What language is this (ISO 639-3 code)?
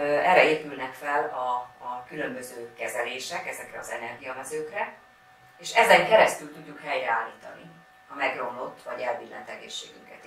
hun